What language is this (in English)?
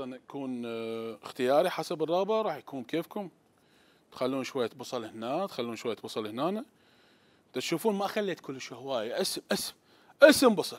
Mesopotamian Arabic